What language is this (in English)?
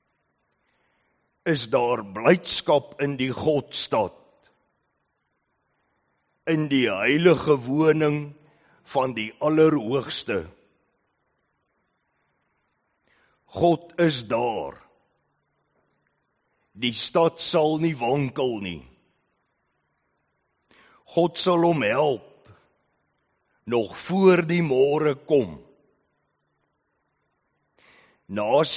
Afrikaans